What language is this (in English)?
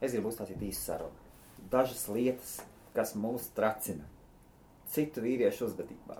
Latvian